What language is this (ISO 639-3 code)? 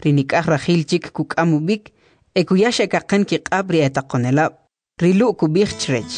quc